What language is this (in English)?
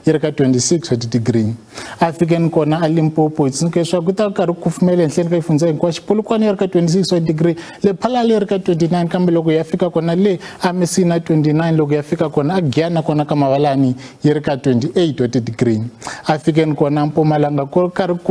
Tsonga